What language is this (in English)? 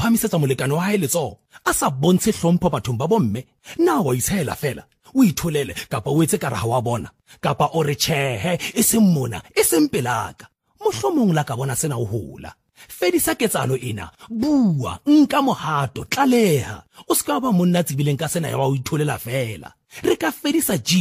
Southern Sotho